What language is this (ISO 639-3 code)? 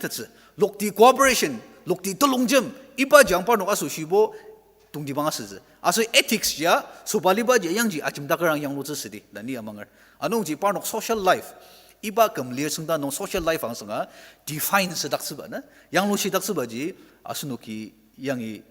njo